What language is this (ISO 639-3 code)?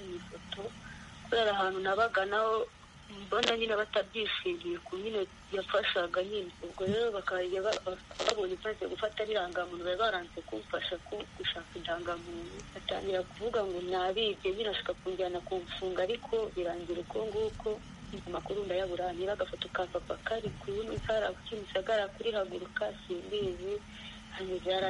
kin